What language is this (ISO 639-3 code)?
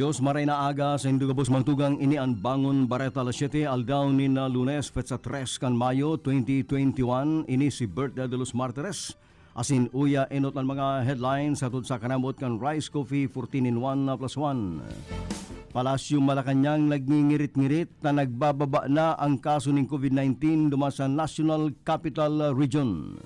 bik